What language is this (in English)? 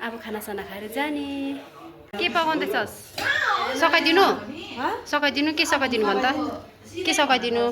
Nepali